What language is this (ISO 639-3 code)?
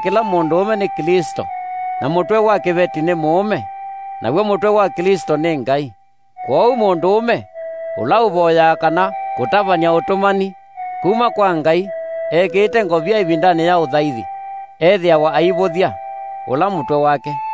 kam